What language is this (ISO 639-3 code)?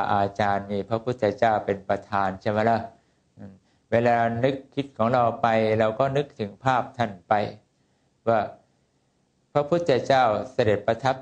tha